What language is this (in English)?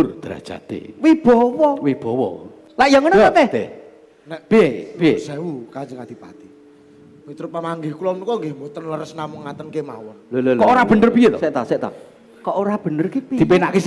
Javanese